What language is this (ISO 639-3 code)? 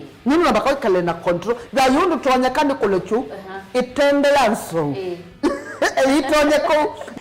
kam